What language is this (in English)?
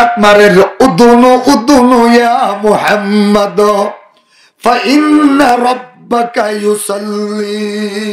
Rohingya